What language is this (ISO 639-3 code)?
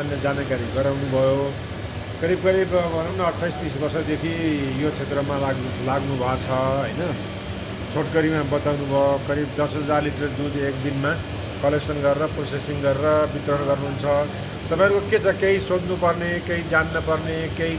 nep